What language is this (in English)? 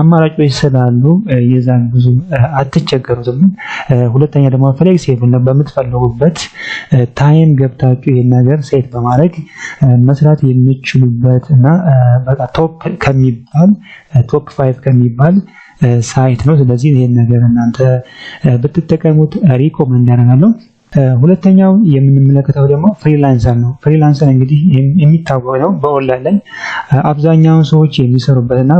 Amharic